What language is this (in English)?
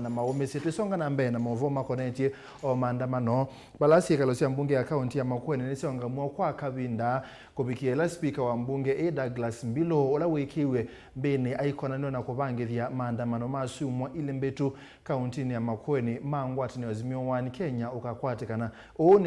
Kamba